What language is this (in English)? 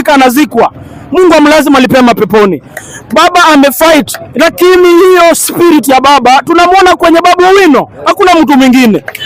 Swahili